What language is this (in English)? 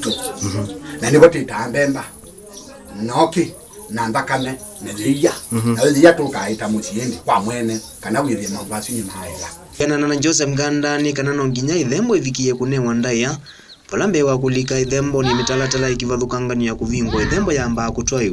Kamba